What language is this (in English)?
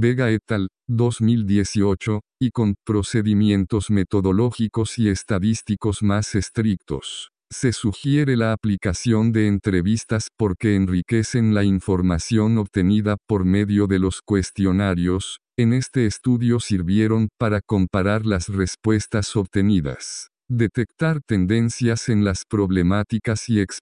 Spanish